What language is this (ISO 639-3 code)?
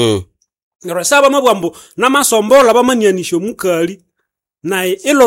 nnb